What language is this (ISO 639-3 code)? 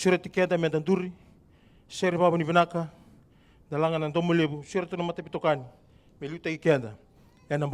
fij